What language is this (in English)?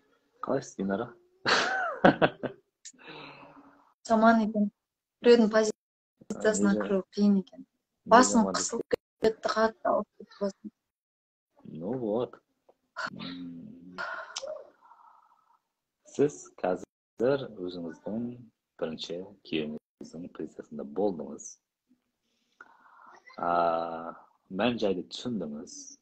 Kazakh